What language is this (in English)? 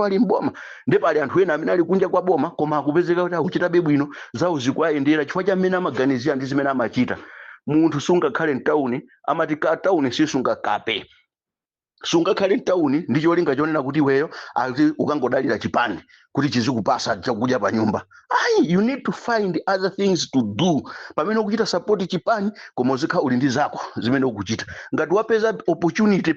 Nyanja